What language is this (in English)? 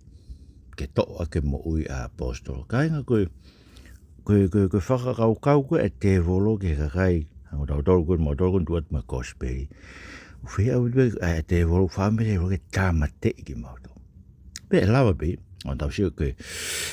Tongan